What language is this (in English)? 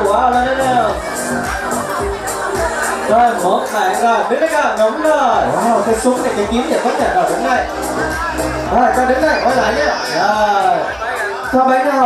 Vietnamese